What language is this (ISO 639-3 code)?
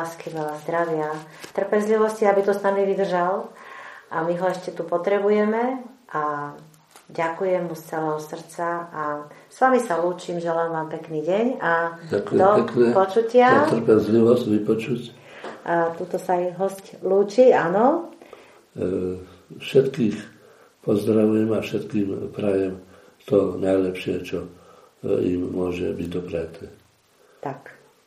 slk